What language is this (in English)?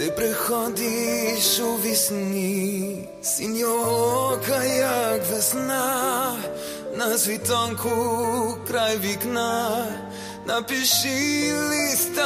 Ukrainian